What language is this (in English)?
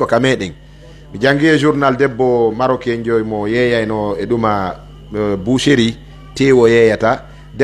Pular